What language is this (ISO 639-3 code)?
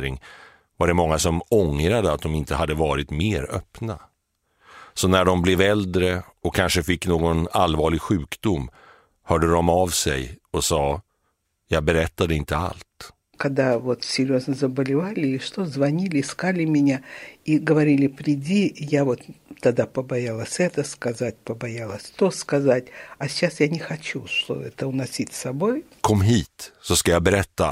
swe